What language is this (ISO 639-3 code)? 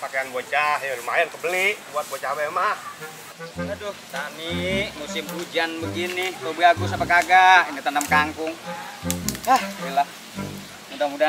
bew